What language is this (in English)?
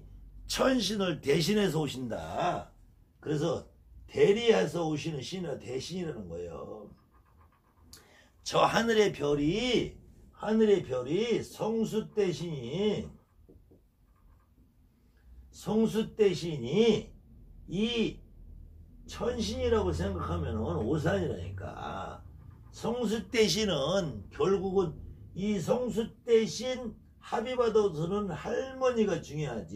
Korean